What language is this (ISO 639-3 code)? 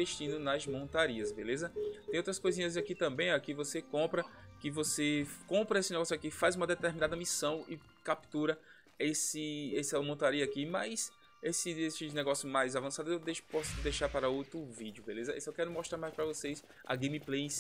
por